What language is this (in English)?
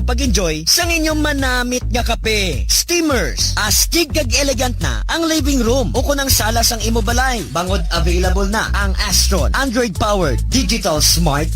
Hiligaynon